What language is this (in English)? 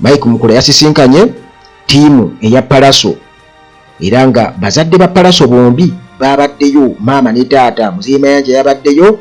Ganda